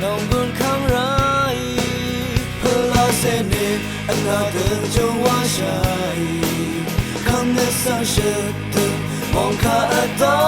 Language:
Rawang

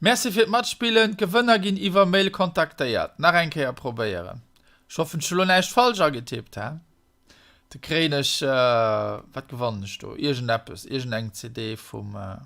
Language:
Luxembourgish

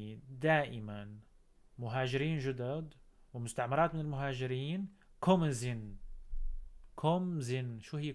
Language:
North Levantine Arabic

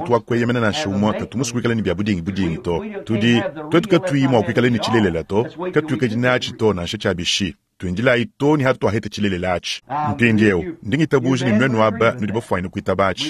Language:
Luba-Lulua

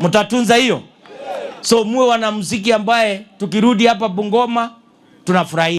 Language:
Gusii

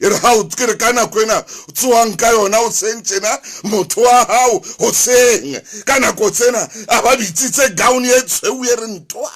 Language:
Southern Sotho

